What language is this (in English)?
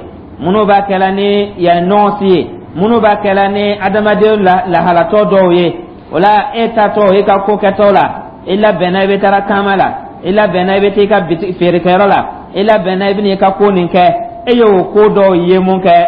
Dyula